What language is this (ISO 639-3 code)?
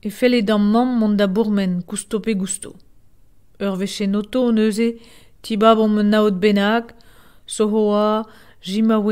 bre